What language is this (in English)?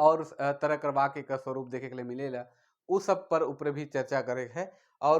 Sadri